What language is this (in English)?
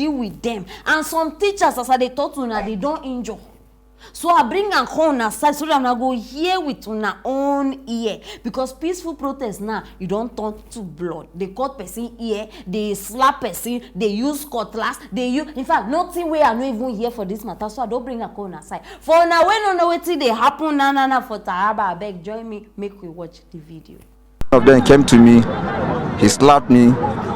Nigerian Pidgin